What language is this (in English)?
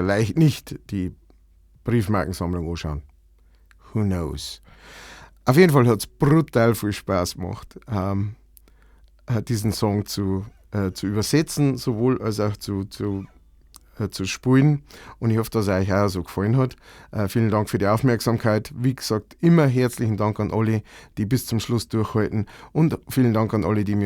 Bavarian